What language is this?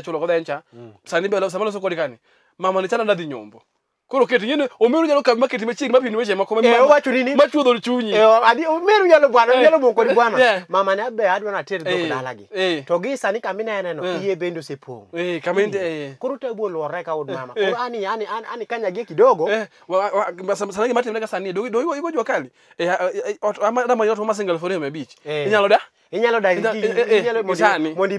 Luo (Kenya and Tanzania)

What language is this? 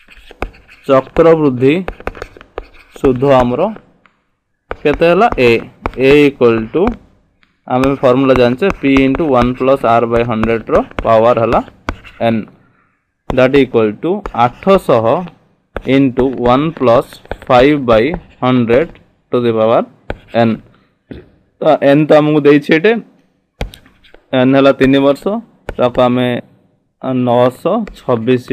Odia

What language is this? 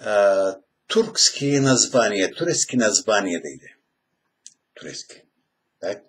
Karachay-Balkar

